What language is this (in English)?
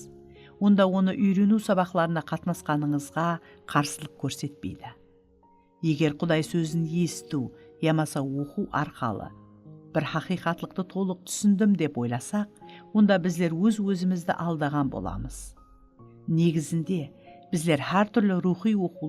Kara-Kalpak